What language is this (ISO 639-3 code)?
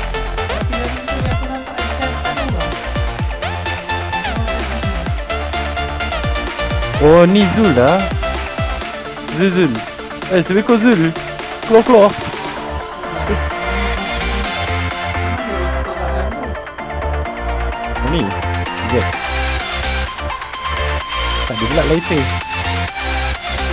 msa